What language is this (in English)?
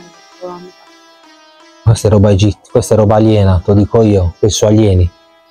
Italian